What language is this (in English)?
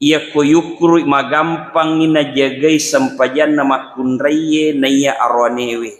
Buginese